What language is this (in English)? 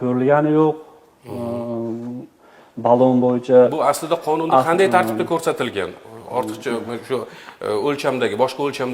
Uzbek